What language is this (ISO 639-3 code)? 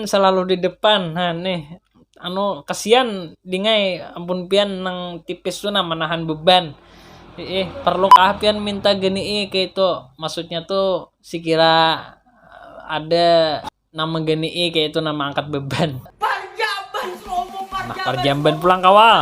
bjn